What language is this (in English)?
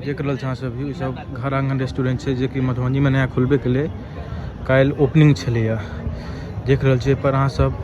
Maithili